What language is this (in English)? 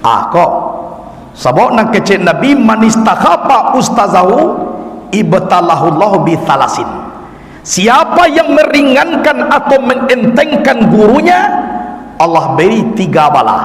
Minangkabau